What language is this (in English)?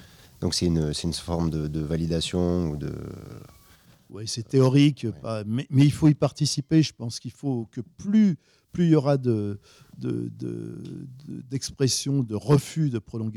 French